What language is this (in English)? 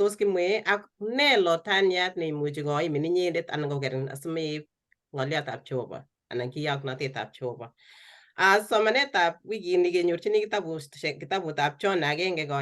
Kalenjin